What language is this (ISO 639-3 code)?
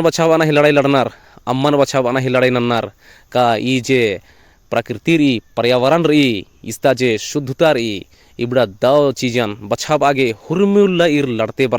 kru